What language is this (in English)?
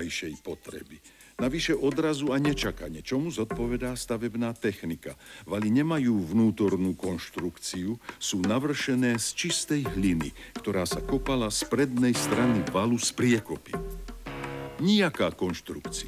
Slovak